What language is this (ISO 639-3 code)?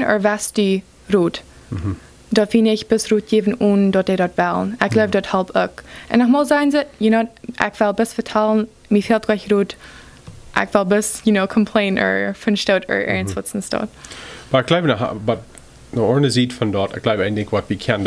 pdt